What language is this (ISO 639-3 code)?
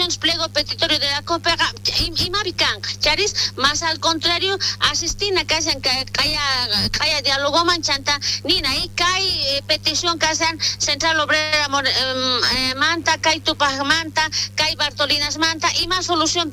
quh